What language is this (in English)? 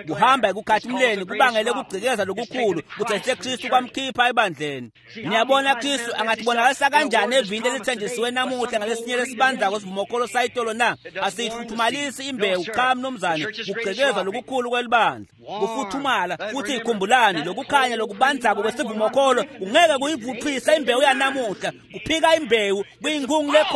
Swati